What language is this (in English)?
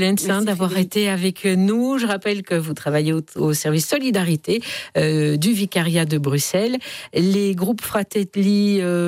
French